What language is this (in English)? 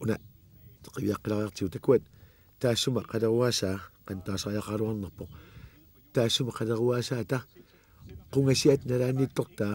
Kalaallisut